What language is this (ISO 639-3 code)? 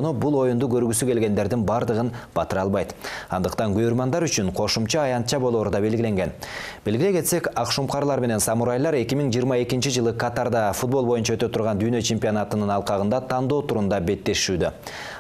kir